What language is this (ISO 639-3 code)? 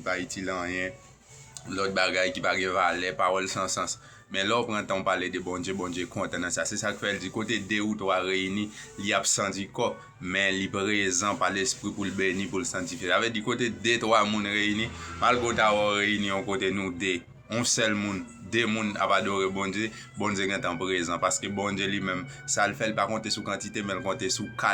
hat